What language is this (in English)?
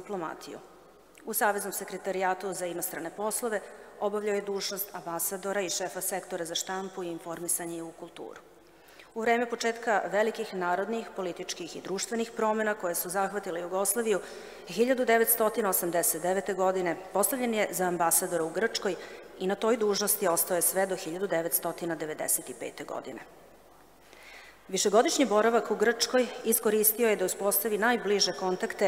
Serbian